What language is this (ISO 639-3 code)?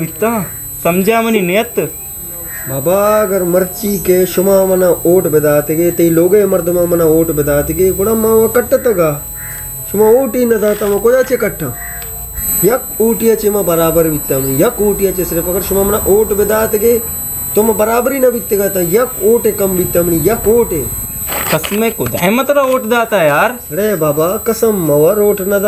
bal